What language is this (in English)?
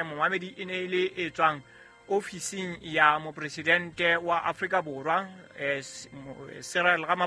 Southern Sotho